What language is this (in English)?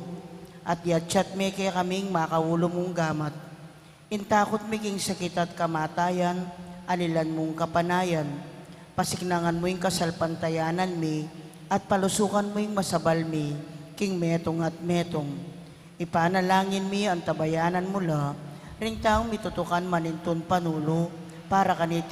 Pampanga